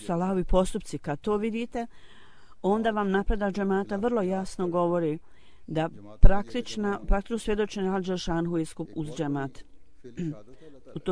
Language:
Croatian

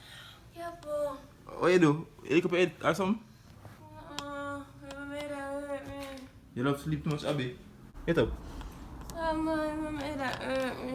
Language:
Jamaican Creole English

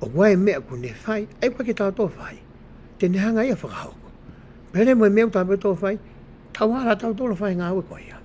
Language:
Tongan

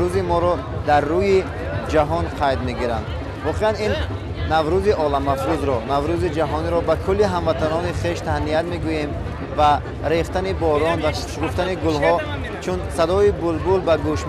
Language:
Tajik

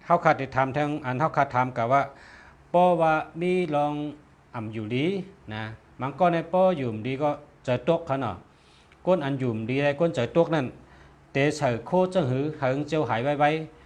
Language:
Shan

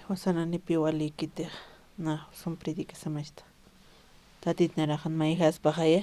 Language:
Aymara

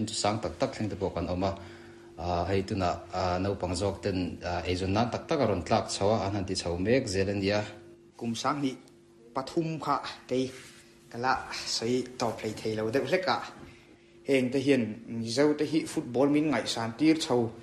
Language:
Mizo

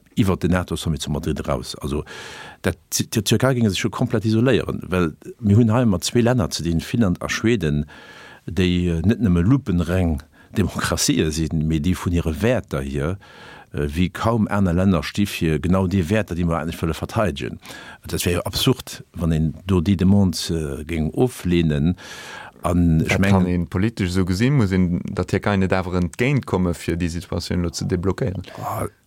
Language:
Luxembourgish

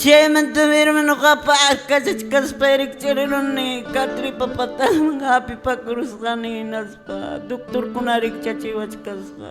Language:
Quechua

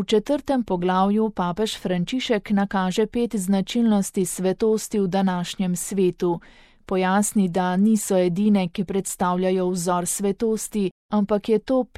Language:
Slovenian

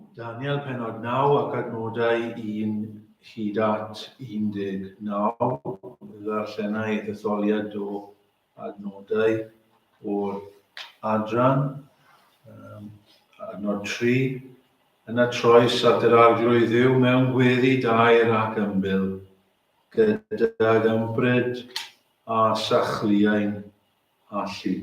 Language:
Welsh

